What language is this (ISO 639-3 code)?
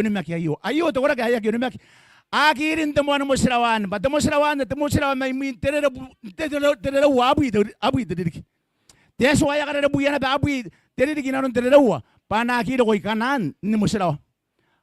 gil